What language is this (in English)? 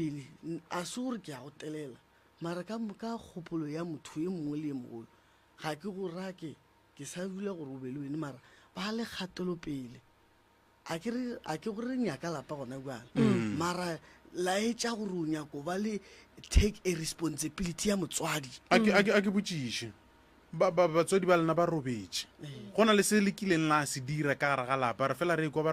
Northern Sotho